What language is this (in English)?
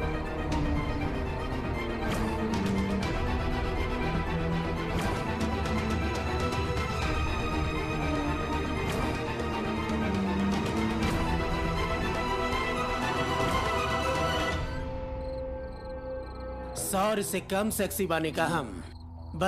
Bhojpuri